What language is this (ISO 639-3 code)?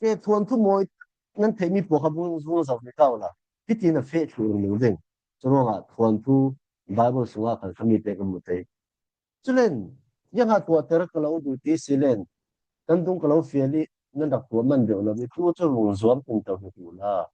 cfm